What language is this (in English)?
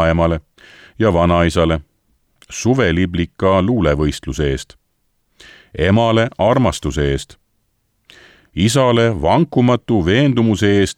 Estonian